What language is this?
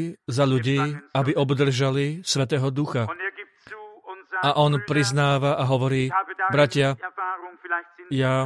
Slovak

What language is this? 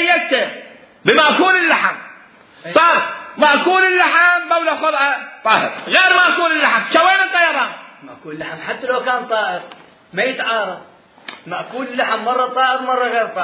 Mesopotamian Arabic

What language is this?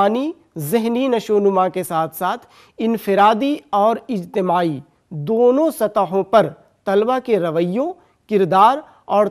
Urdu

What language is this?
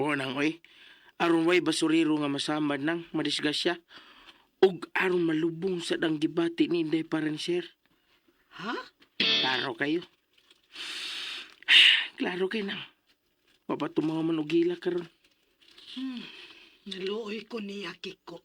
Cebuano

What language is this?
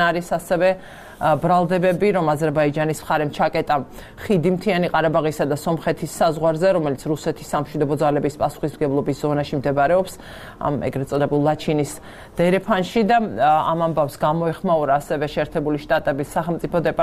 Georgian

